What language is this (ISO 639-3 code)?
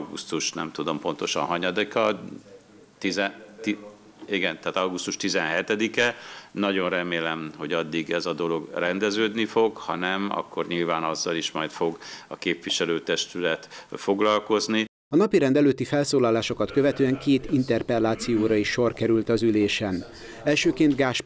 hun